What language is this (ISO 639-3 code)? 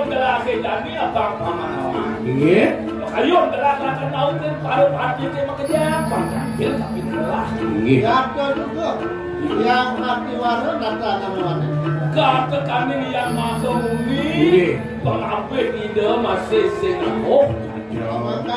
ban